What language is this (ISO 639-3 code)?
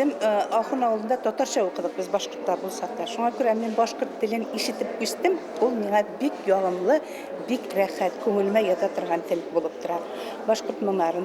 bak